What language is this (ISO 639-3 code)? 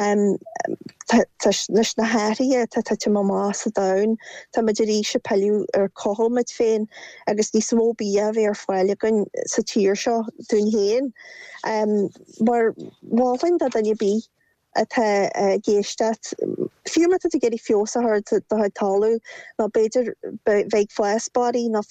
gle